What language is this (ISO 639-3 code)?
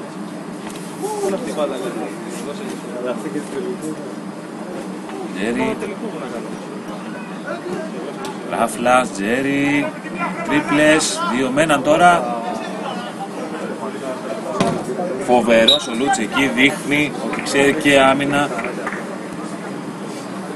ell